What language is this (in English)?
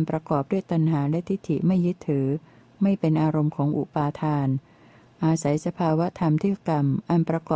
Thai